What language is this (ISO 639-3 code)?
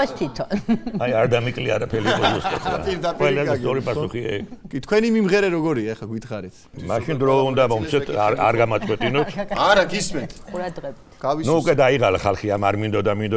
kat